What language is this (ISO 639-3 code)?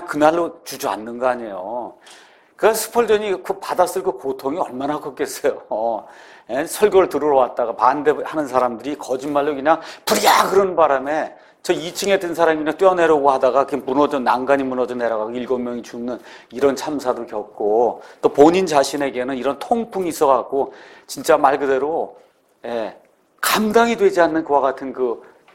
kor